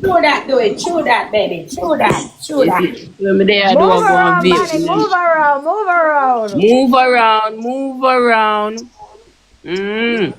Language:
Jamaican Creole English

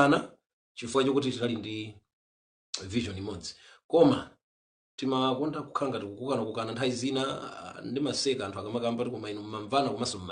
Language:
Nyanja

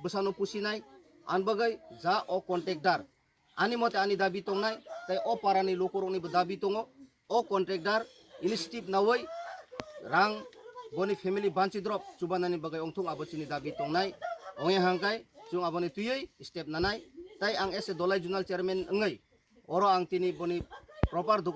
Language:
Kok Borok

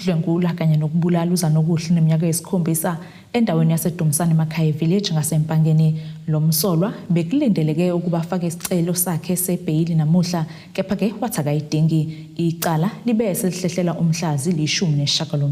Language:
Zulu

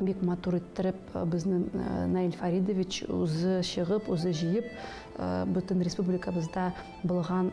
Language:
Tatar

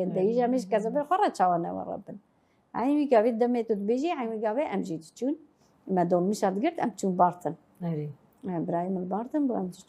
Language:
Kurdish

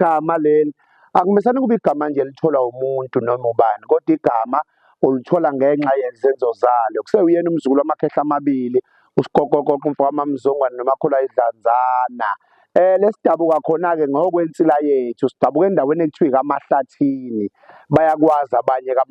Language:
Zulu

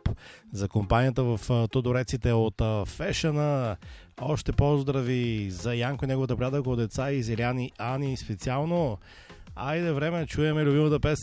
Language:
Bulgarian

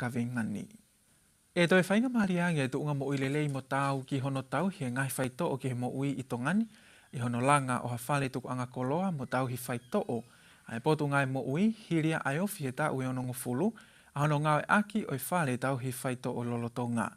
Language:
Tongan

